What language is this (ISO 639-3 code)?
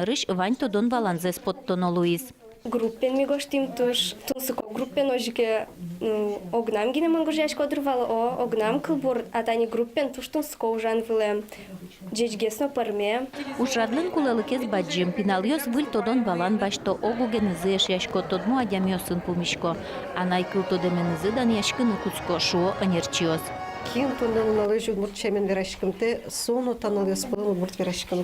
udm